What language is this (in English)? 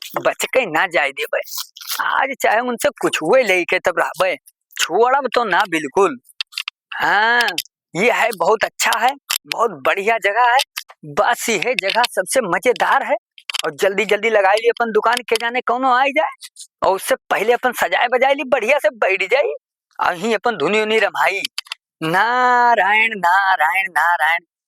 Awadhi